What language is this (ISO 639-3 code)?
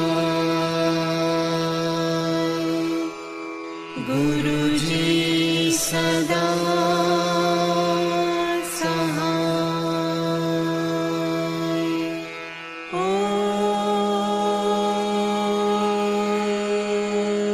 hin